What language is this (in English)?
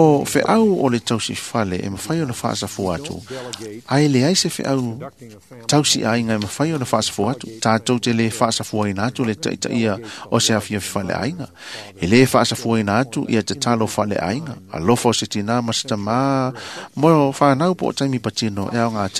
Samoan